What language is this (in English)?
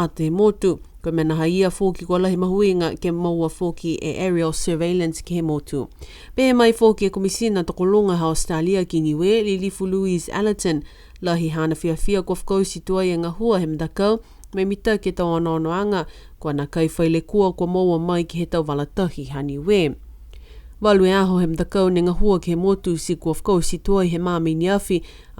Niuean